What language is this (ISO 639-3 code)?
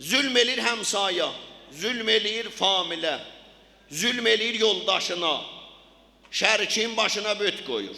azb